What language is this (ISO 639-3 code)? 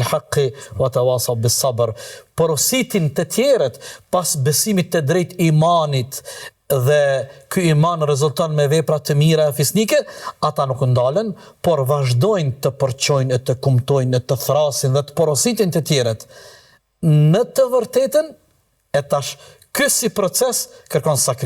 sqi